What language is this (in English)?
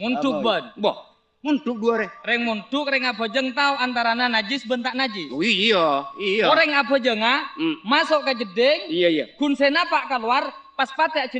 Madurese